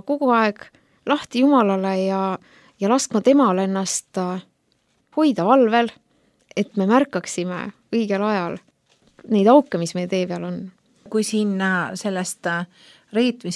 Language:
Estonian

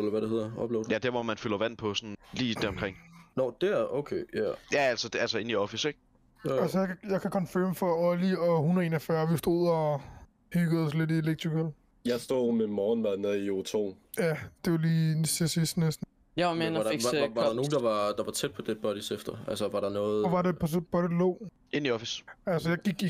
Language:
Danish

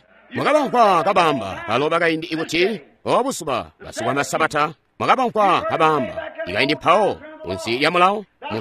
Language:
Tonga (Zambia)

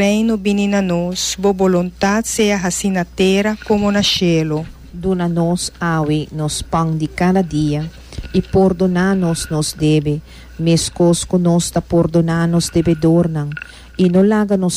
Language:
Papiamento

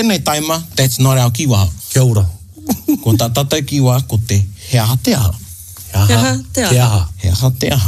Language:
Māori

